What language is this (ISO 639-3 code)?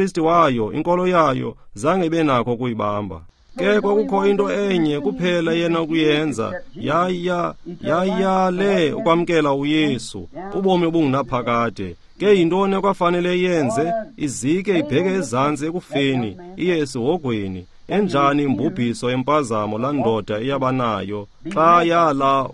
xho